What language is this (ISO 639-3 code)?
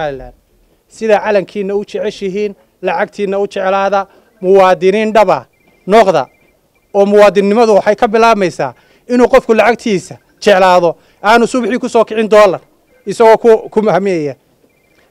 som